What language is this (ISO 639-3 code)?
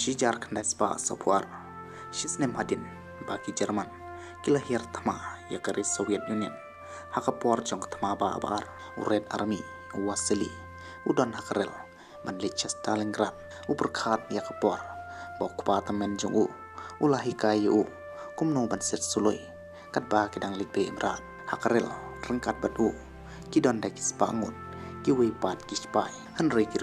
kha